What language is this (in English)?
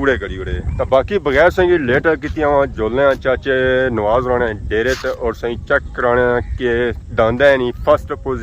Pahari-Potwari